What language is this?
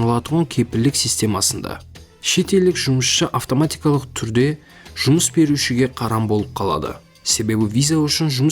Kara-Kalpak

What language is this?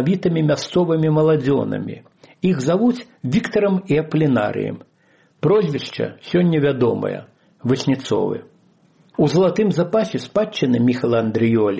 Belarusian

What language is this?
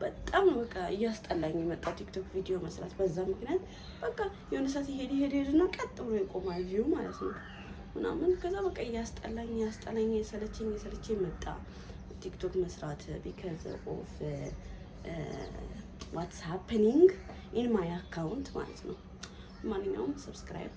Amharic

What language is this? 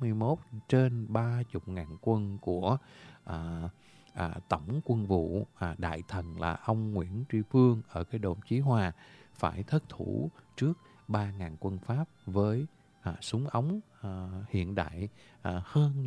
Vietnamese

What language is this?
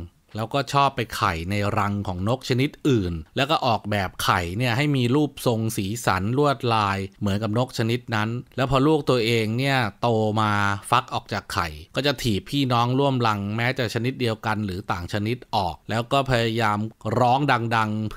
Thai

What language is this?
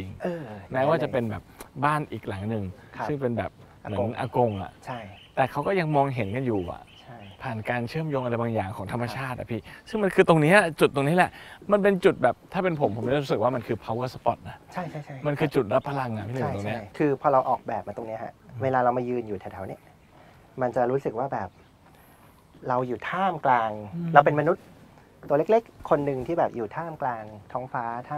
Thai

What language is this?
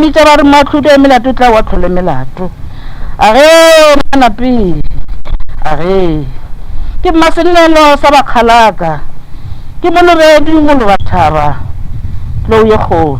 Northern Sotho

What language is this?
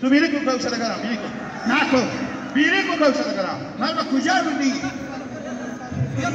Hazaragi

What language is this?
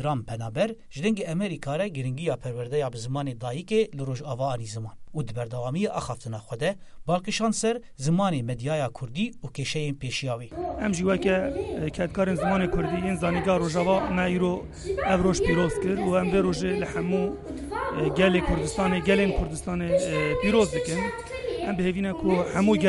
Kurdish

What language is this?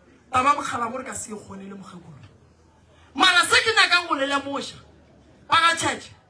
Northern Sotho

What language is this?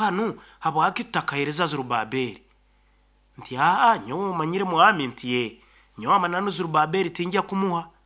Nyankole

